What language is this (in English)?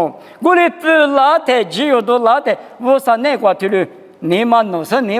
Lisu